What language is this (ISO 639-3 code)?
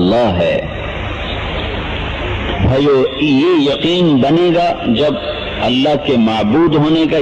urd